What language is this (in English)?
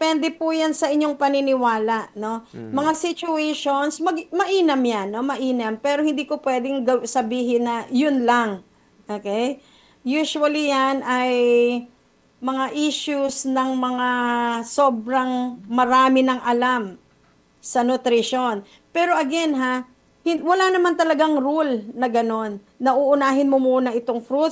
Filipino